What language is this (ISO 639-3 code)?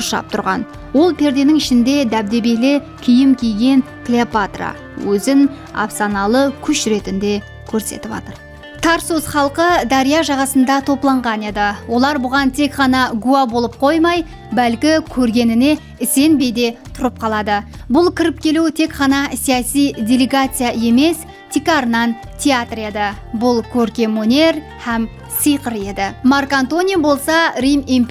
kaa